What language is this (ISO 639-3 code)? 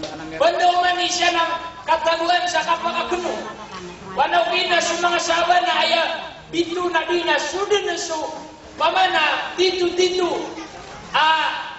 mrw